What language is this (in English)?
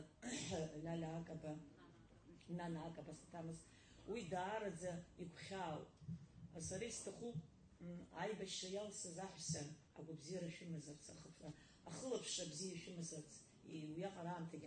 Abkhazian